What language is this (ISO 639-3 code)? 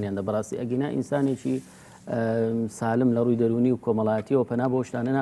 ckb